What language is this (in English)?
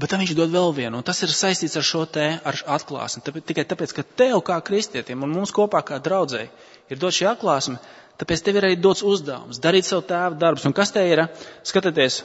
Latvian